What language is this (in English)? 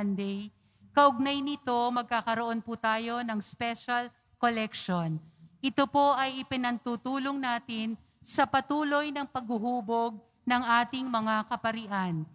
Filipino